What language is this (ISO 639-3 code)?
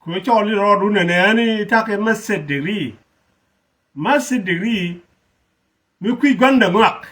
nus